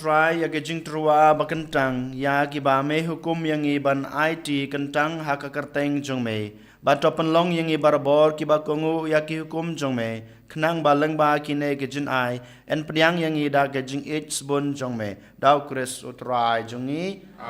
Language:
Khasi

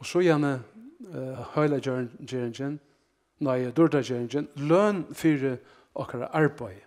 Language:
Faroese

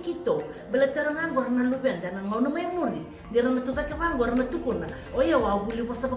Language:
Fijian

